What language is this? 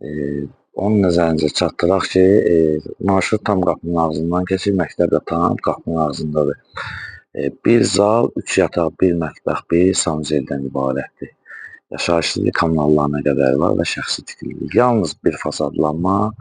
Azerbaijani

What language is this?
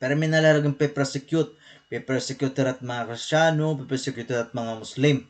Waray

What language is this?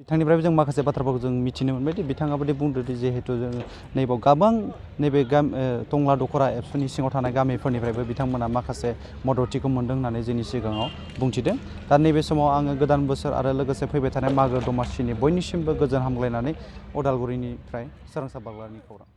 Bodo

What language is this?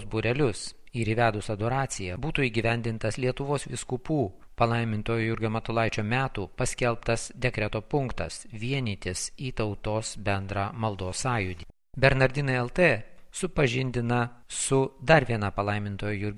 Lithuanian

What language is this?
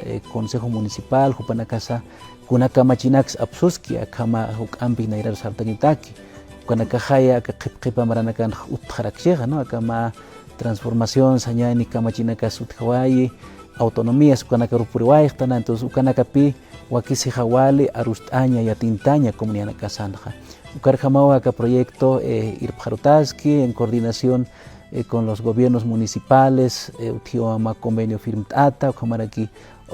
Aymara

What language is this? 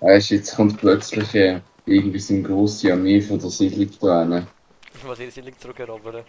Swiss German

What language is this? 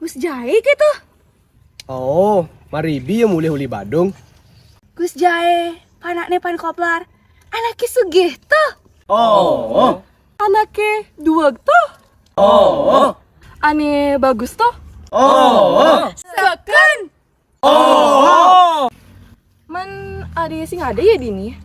Balinese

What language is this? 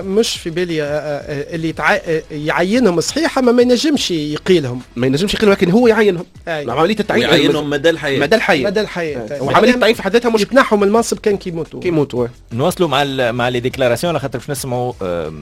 Tunisian Arabic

